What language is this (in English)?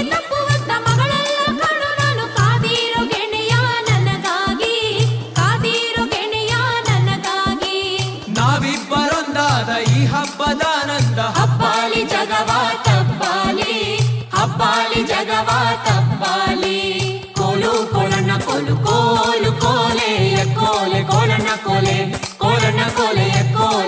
Kannada